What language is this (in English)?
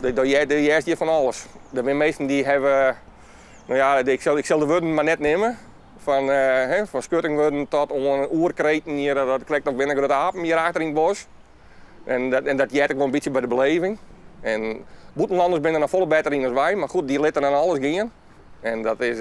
Western Frisian